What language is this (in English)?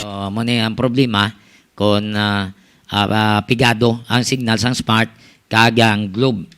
Hiligaynon